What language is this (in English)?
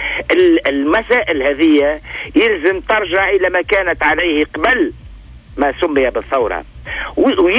Tunisian Arabic